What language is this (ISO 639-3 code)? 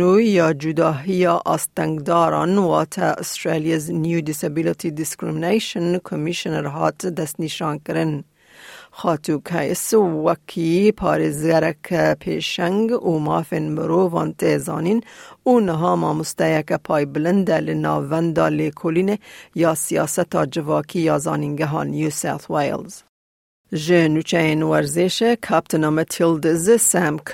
kur